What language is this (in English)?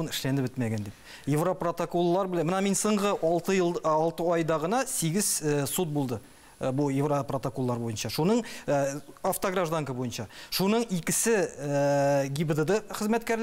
Tatar